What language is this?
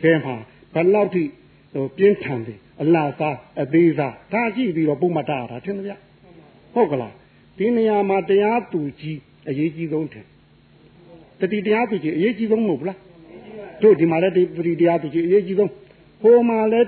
Burmese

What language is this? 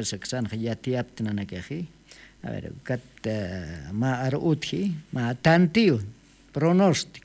Aymara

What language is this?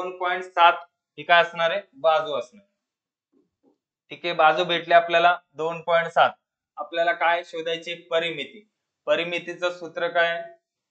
Marathi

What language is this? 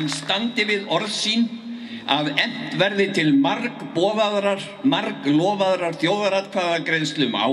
Icelandic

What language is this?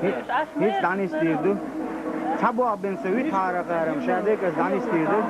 Chechen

